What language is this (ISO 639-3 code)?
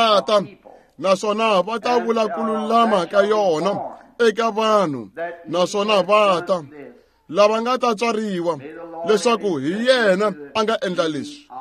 tso